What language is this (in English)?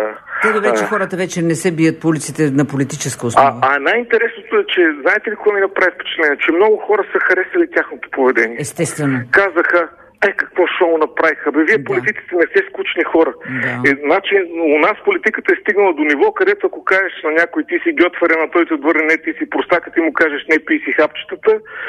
Bulgarian